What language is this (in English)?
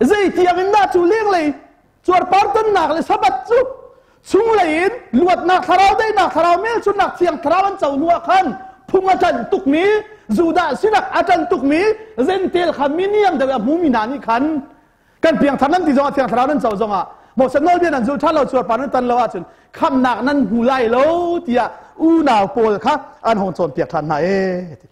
Hakha Chin